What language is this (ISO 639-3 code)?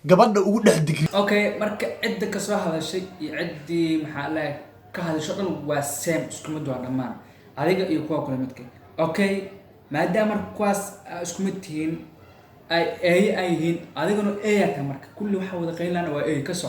som